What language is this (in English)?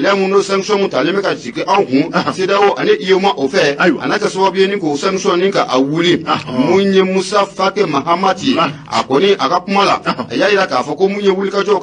Bambara